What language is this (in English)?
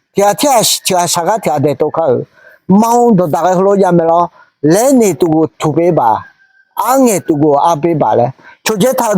Akha